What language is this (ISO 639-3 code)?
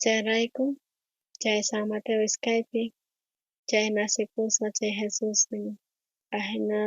quh